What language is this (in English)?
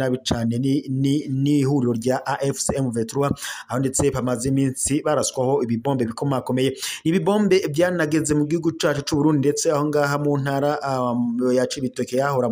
Rundi